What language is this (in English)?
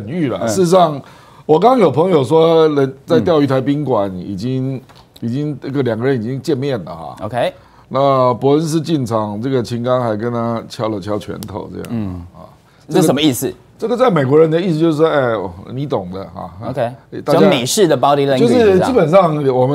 Chinese